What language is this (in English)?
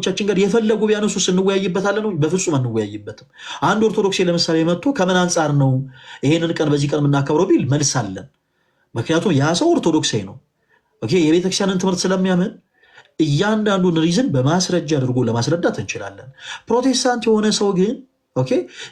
Amharic